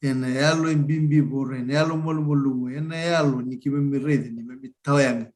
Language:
Fijian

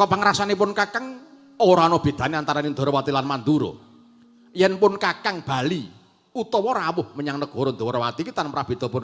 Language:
Javanese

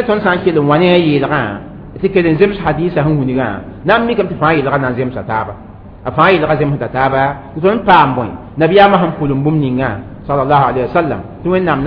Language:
Mossi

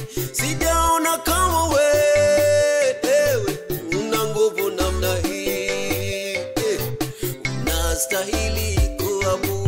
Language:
Swahili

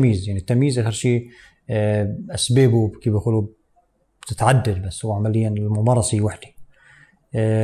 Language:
North Levantine Arabic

